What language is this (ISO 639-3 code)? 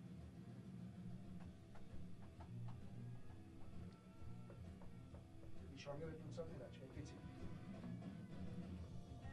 hun